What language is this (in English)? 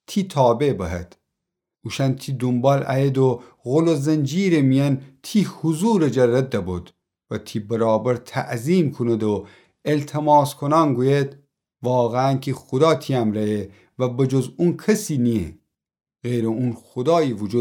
Gilaki